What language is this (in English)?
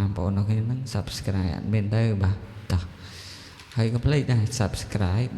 Khmer